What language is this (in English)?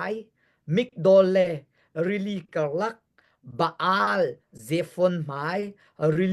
Hakha Chin